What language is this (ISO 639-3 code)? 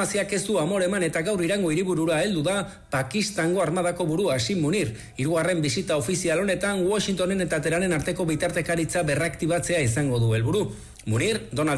eus